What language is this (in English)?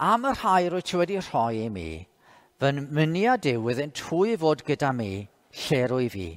Welsh